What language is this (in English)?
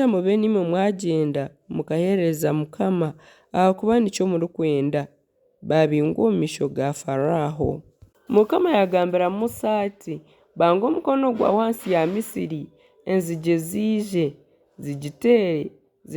Nyankole